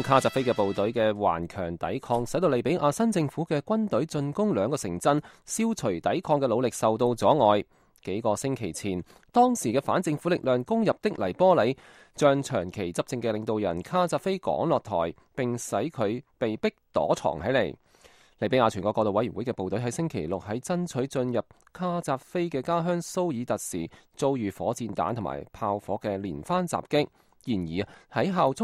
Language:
Cantonese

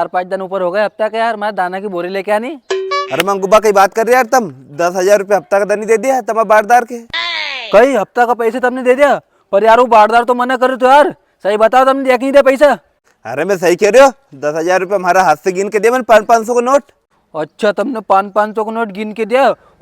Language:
Rajasthani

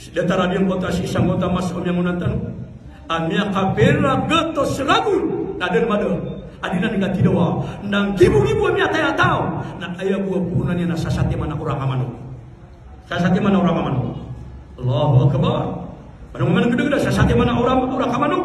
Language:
Maranao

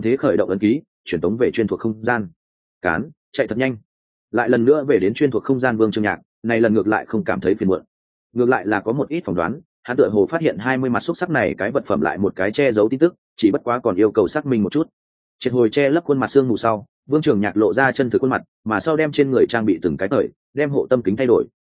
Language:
Vietnamese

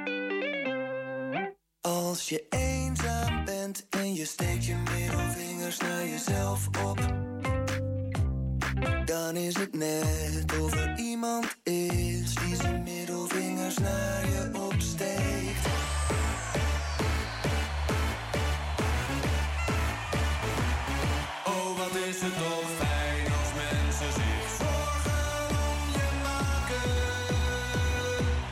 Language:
Dutch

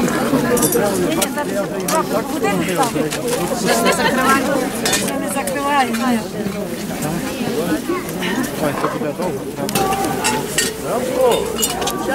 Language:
Ukrainian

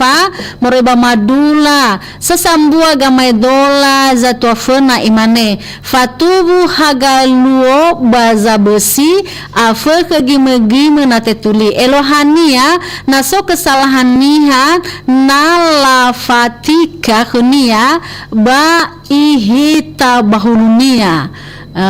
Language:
Nias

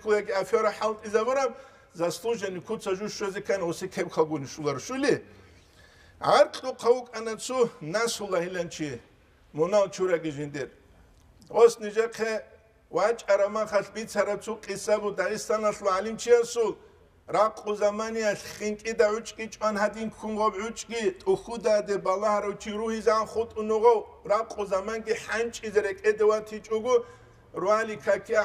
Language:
Avaric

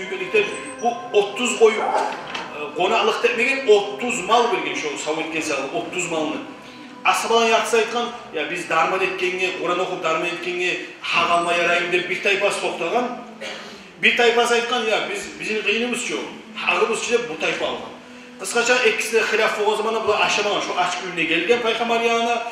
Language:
Kumyk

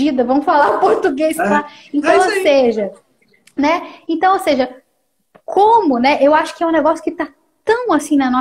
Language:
Portuguese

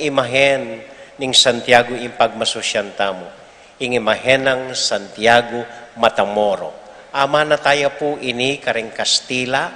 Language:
Pampanga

